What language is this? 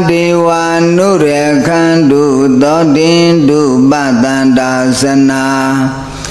Burmese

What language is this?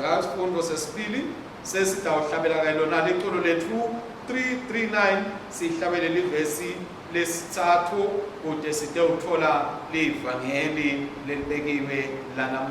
Swati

